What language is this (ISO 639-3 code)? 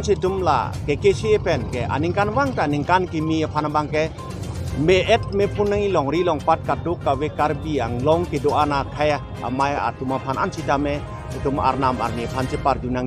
mjw